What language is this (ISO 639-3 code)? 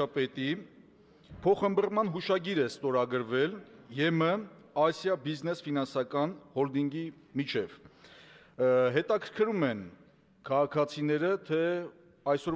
hye